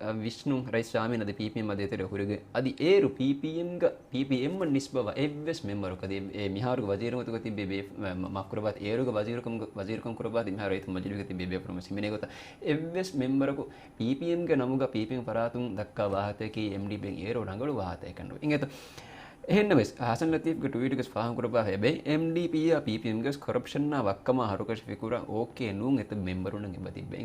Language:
Divehi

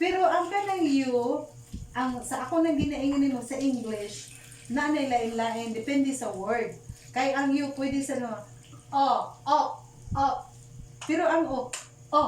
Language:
Cebuano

